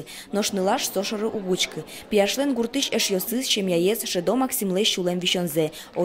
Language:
Udmurt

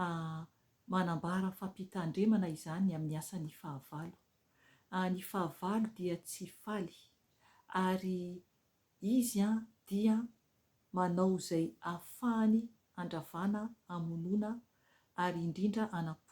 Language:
Malagasy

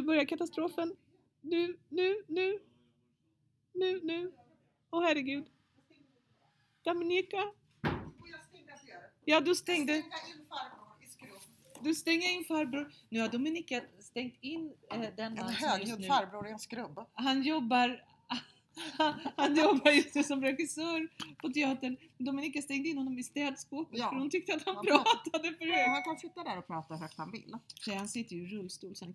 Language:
Swedish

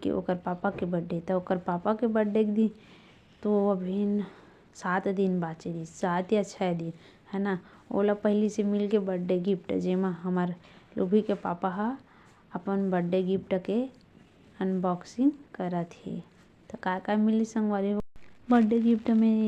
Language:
Chhattisgarhi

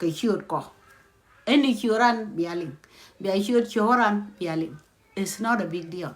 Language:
Nuer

